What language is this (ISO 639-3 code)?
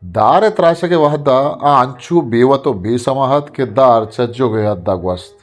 bgp